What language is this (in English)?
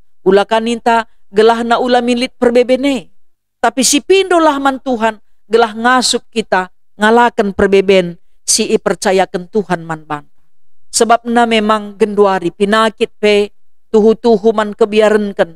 Batak Karo